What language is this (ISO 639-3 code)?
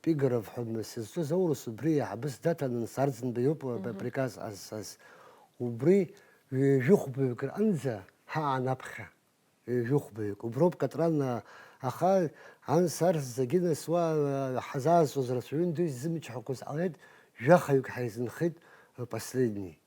abk